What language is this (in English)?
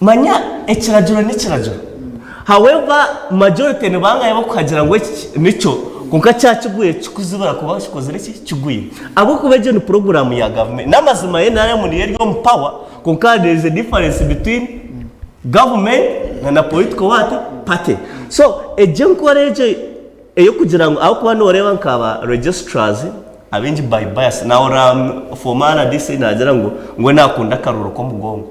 Nyankole